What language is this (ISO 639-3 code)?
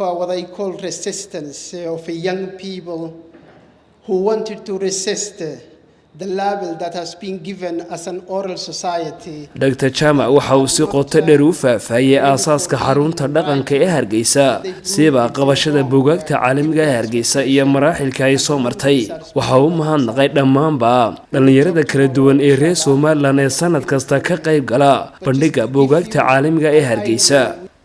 som